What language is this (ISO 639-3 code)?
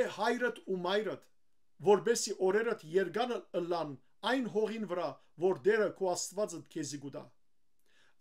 hyw